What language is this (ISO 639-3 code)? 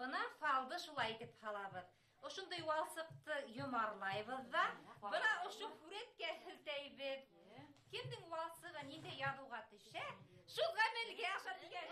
bak